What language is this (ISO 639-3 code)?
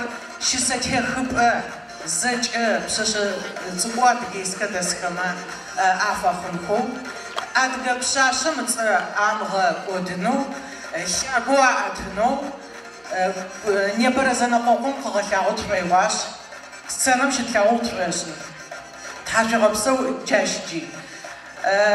ady